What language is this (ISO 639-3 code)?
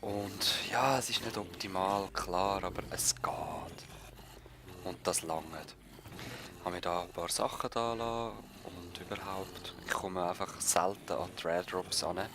gsw